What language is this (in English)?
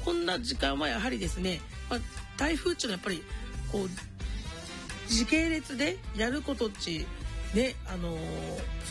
Japanese